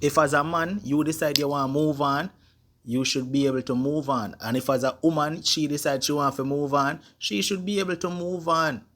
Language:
Jamaican Creole English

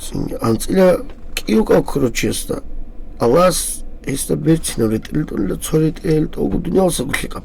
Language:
Avaric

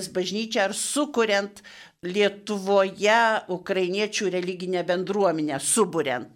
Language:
Lithuanian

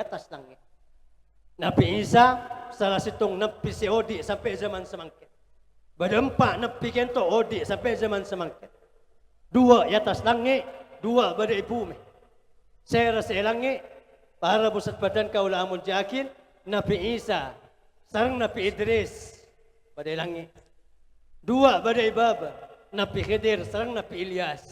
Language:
Madurese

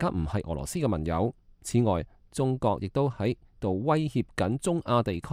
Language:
Cantonese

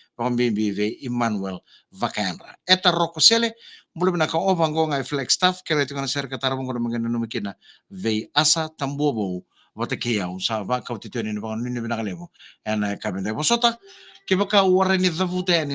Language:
Fijian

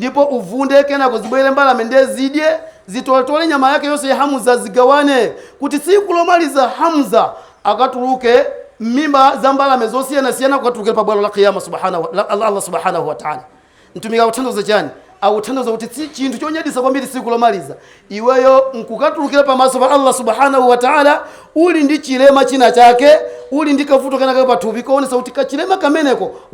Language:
Nyanja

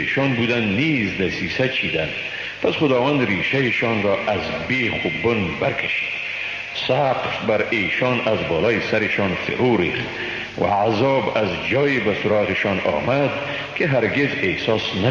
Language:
Persian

